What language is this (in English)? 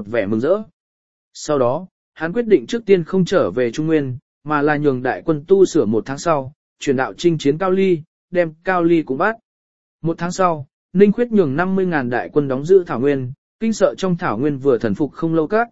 Vietnamese